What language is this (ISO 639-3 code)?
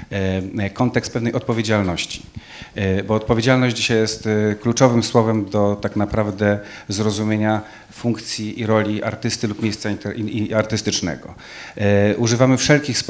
pol